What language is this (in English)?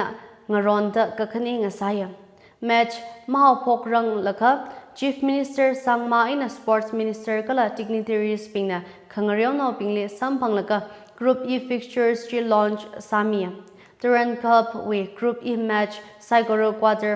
Tangkhul Naga (India)